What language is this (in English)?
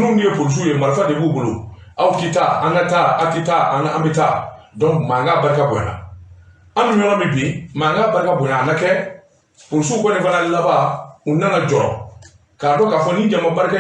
Bambara